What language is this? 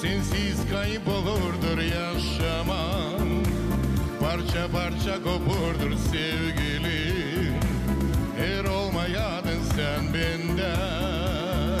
Gagauz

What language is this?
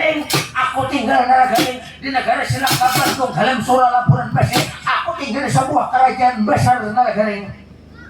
Banjar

